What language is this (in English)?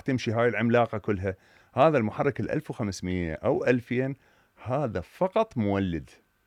Mesopotamian Arabic